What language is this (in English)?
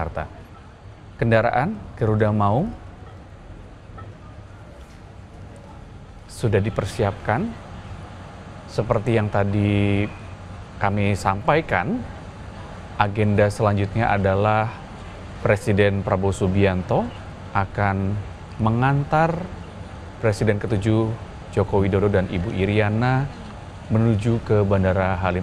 Indonesian